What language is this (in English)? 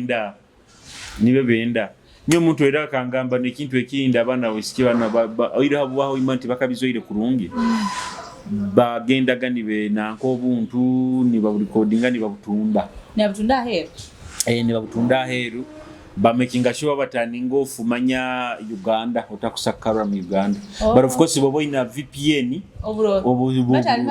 Nyoro